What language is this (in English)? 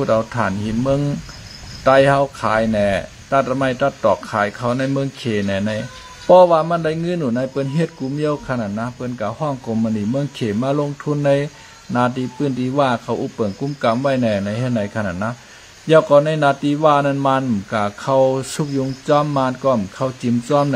Shan